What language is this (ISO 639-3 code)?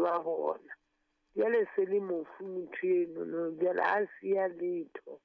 sot